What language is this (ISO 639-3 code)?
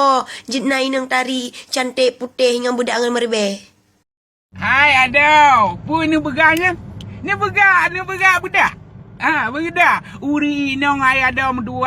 ace